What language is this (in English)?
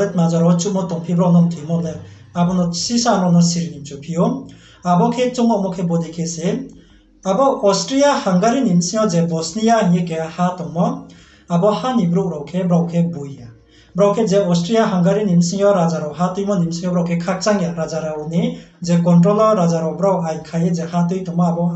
Riang (India)